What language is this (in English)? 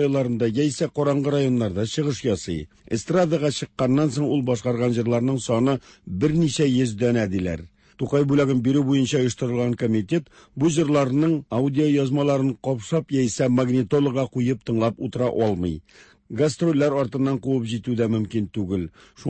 Tatar